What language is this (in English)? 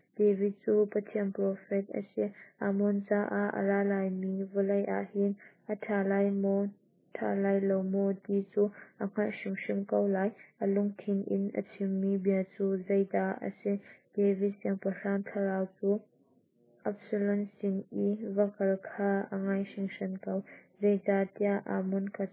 Hakha Chin